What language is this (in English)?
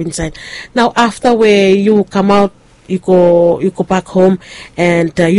Bislama